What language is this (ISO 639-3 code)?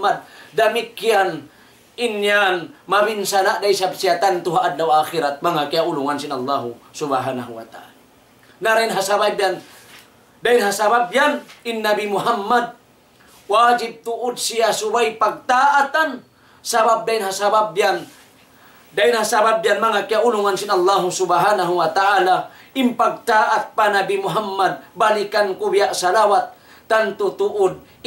tsg